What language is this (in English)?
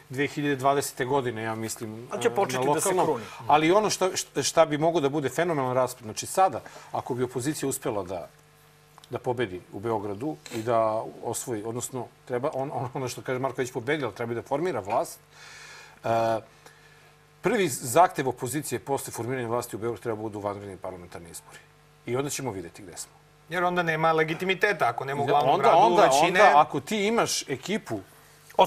Serbian